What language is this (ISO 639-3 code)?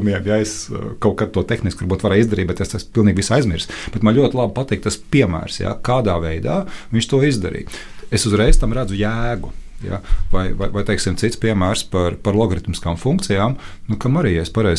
lav